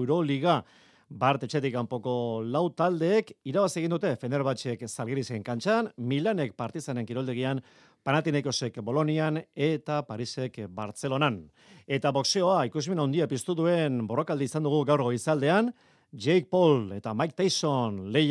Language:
Basque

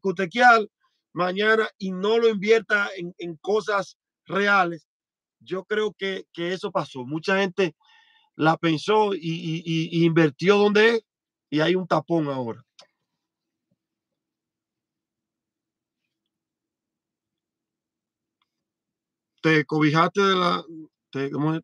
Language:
Spanish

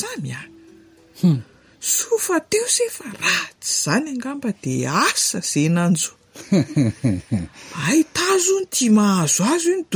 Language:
Malagasy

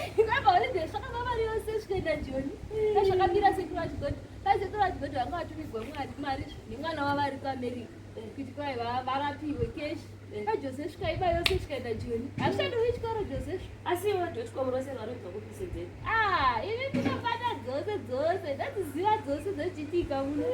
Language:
Shona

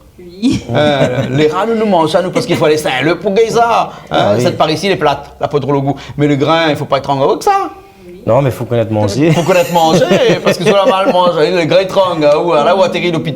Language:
Réunion Creole French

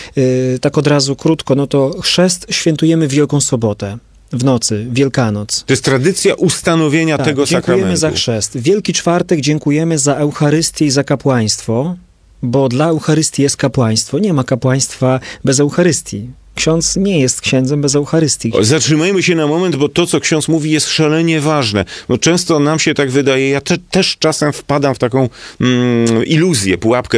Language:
Polish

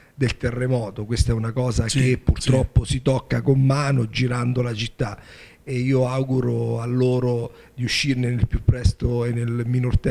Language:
Italian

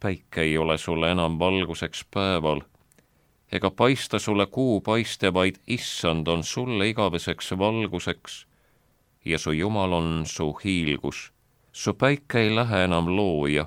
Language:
Estonian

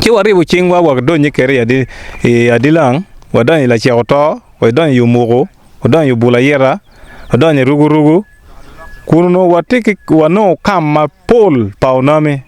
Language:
Acoli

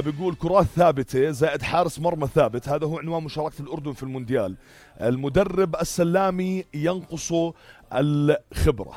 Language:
North Levantine Arabic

